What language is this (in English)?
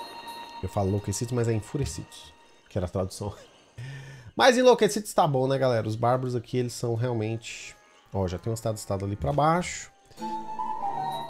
Portuguese